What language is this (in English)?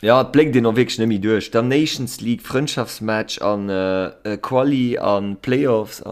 Luxembourgish